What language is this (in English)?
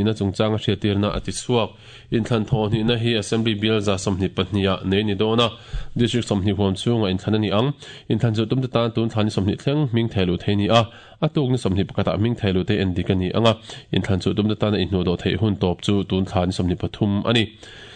Mizo